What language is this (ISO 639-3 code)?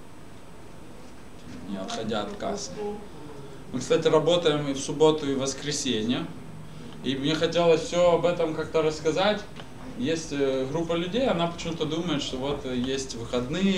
rus